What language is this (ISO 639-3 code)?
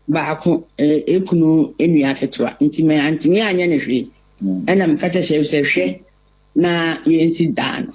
aka